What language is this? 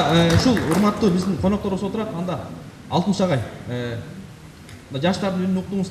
Kyrgyz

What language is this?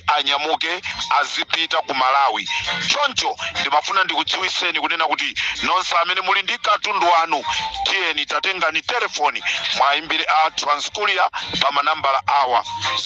Nyanja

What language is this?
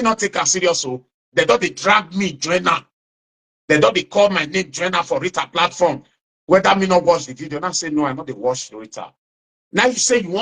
Nigerian Pidgin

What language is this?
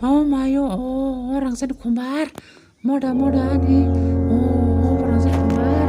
Kok Borok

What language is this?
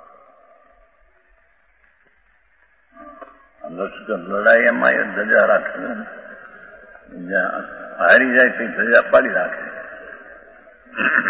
Gujarati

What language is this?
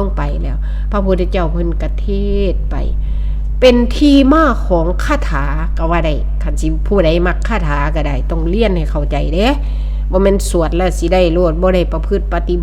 Northeastern Thai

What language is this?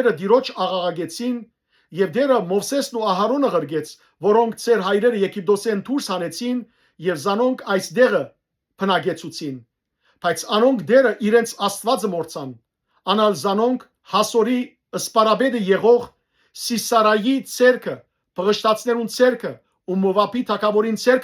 Western Armenian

